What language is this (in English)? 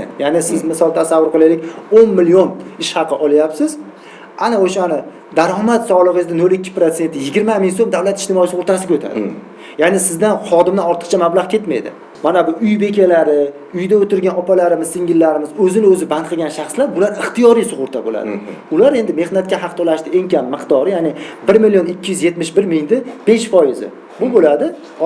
Uzbek